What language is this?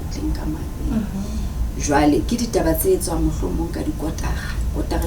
Southern Sotho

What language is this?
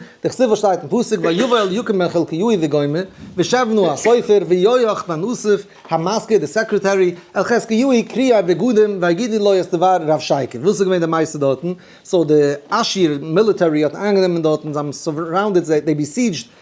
Yiddish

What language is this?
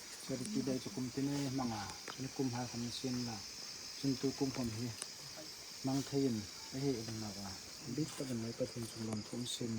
Hmar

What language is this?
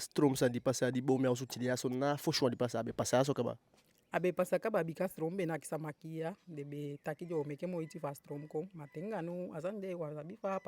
Eastern Maroon Creole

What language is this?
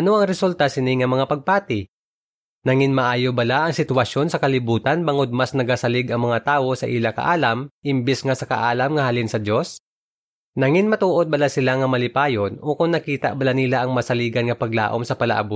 Hiligaynon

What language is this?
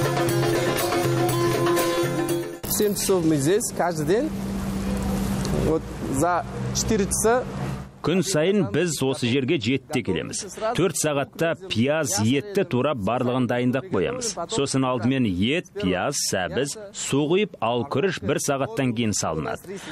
Kazakh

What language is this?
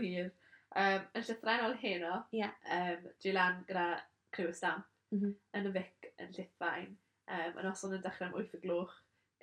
Welsh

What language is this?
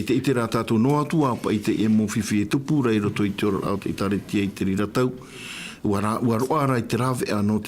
Tahitian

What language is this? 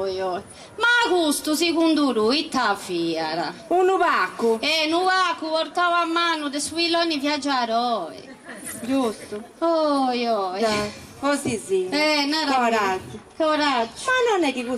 Sardinian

